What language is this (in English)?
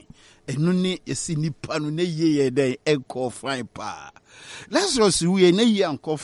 Akan